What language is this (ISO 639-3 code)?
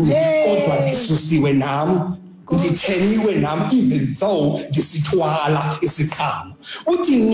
xho